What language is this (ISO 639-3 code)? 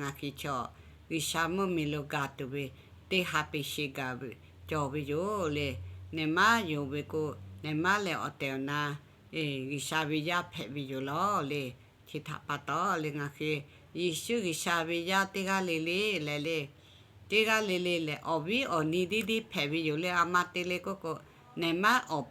lhu